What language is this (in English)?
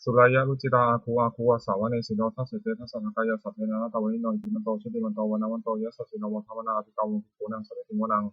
Pali